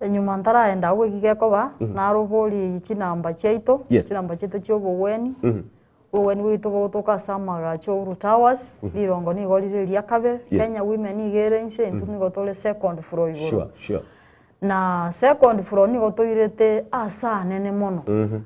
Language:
Gusii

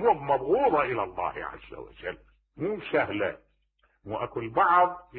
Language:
Mesopotamian Arabic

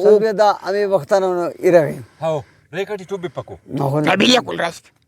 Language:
Brahui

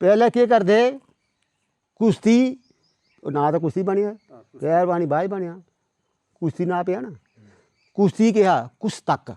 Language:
Dogri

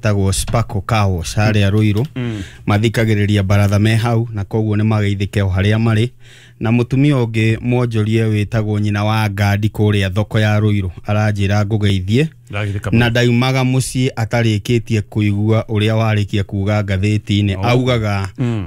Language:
Kikuyu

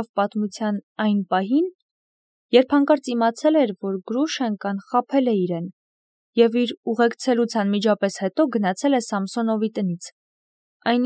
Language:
Armenian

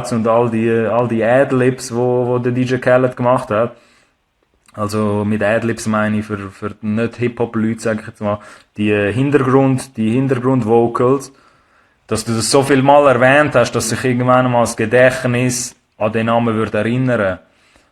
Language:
Swiss German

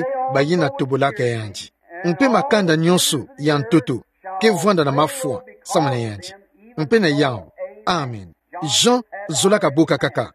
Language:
Kituba (Democratic Republic of Congo)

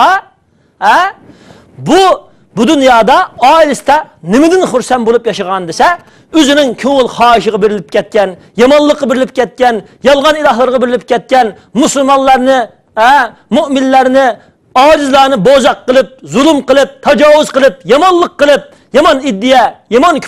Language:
Uyghur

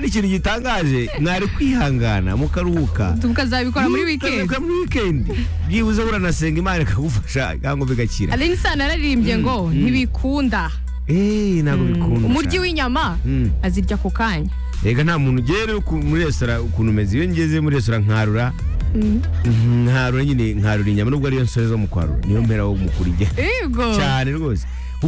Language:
Kinyarwanda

